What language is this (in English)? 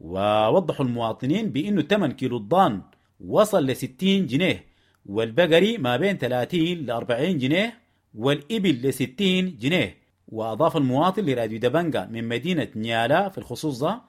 Sudanese Arabic